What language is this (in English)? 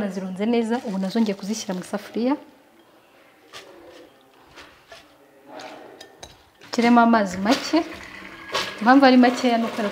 Kinyarwanda